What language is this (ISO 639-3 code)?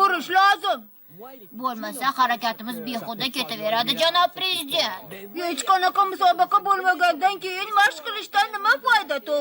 uzb